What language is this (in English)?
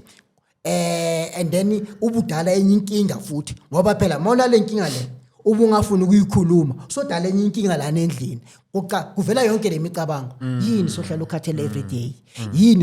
Zulu